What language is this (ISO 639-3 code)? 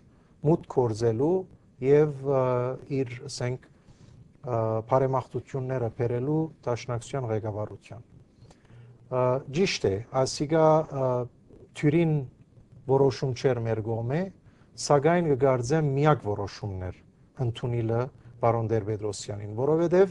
hyw